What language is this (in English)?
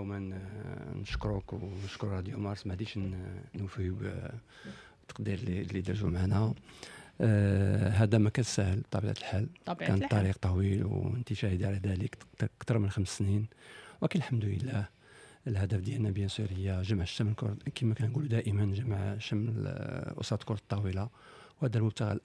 Moroccan Arabic